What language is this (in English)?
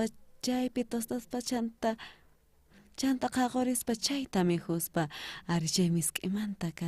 South Bolivian Quechua